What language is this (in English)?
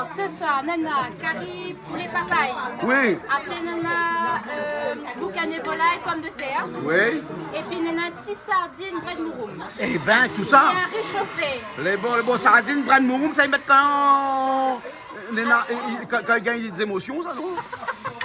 Réunion Creole French